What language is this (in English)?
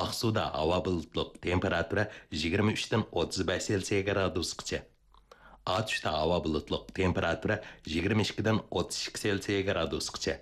Uyghur